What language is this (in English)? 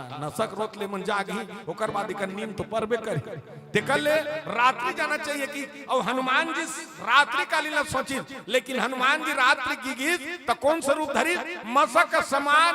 Chhattisgarhi